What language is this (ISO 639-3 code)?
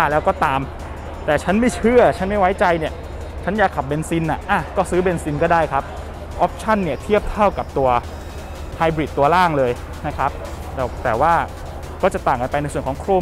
tha